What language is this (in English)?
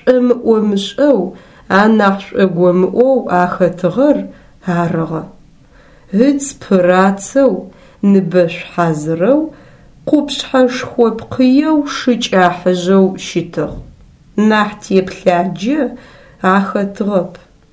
Adyghe